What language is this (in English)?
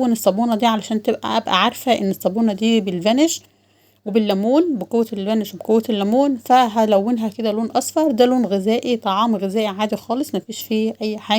Egyptian Arabic